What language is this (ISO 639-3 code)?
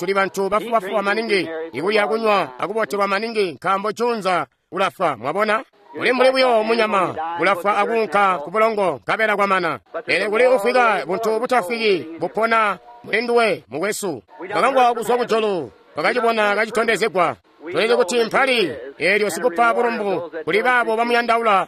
toi